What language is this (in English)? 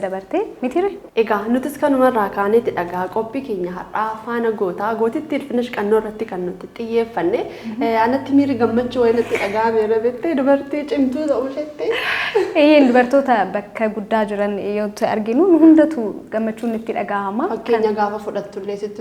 Oromo